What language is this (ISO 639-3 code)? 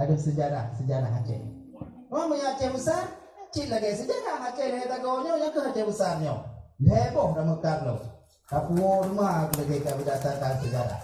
ace